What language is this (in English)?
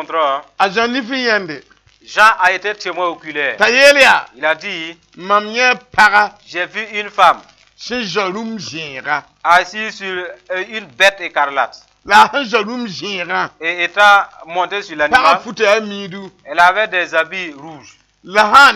Mossi